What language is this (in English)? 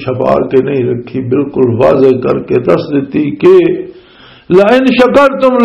Western Panjabi